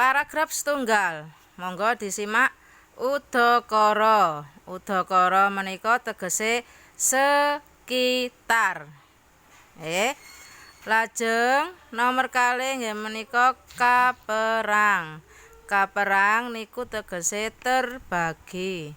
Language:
Javanese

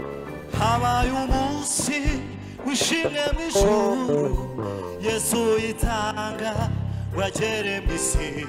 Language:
Kinyarwanda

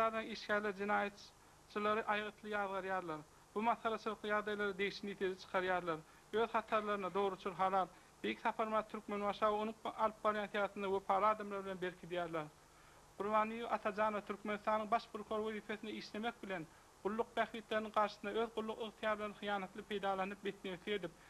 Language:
Turkmen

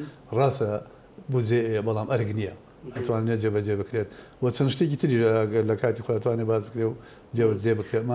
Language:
Central Kurdish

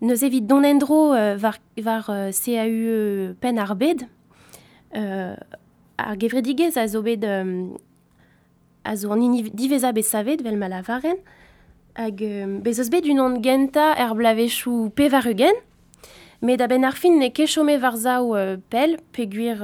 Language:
Breton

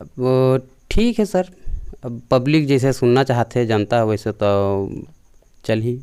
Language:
Chhattisgarhi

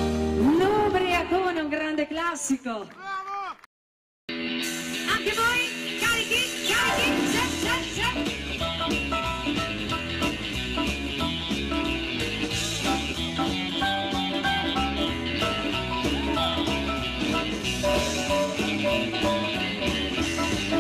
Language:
Italian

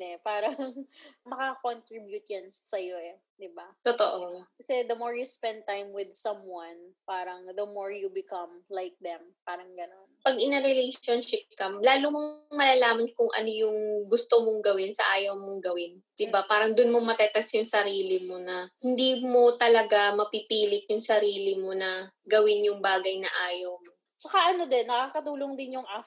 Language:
Filipino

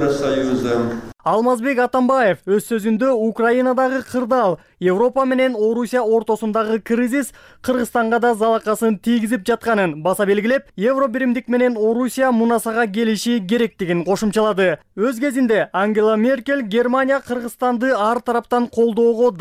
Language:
Kyrgyz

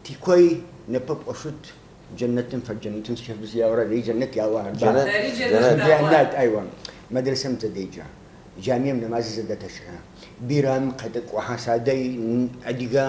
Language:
Adyghe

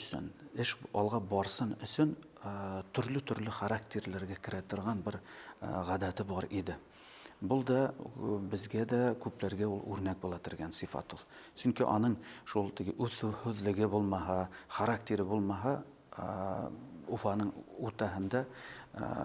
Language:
Bashkir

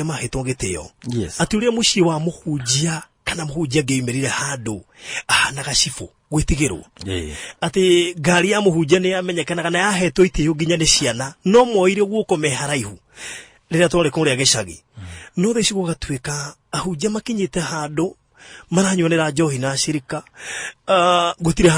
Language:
Kikuyu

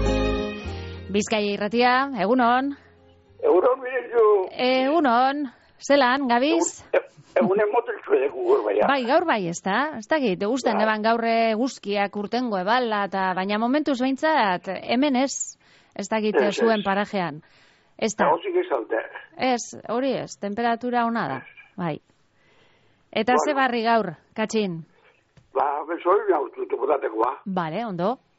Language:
Basque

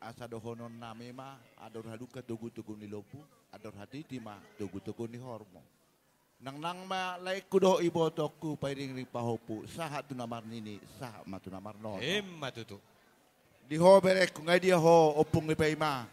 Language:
Batak Toba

